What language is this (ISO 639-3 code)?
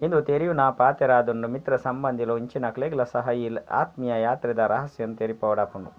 tcy